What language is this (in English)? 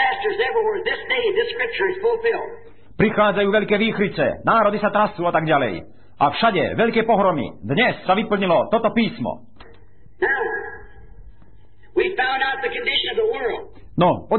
Slovak